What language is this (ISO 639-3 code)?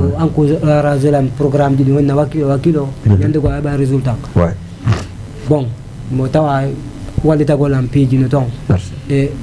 ful